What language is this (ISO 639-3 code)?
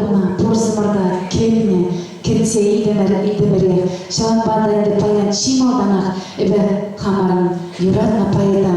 chv